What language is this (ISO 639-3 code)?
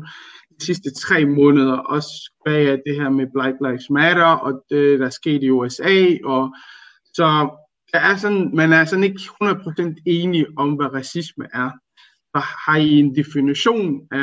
dan